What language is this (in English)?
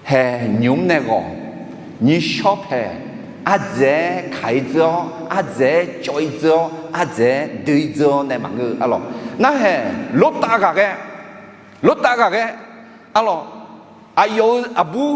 Akha